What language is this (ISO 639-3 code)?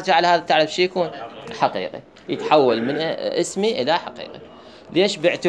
acm